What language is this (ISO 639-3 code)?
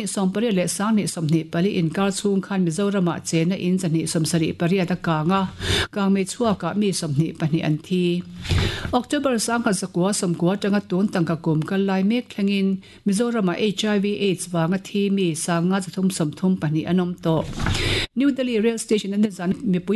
lus